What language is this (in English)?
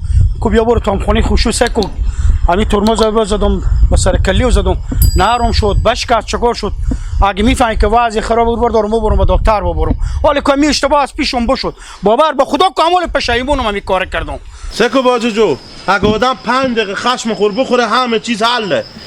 Hazaragi